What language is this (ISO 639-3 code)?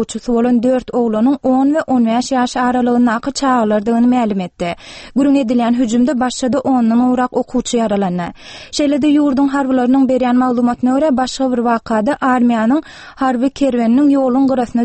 tuk